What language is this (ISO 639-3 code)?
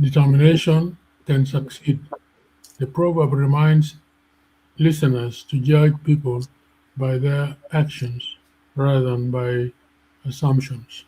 ach